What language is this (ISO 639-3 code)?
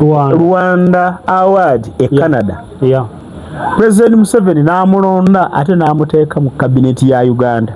lug